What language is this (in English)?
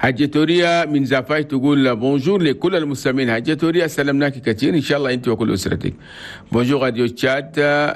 Chadian Arabic